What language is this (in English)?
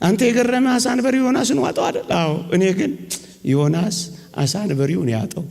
Amharic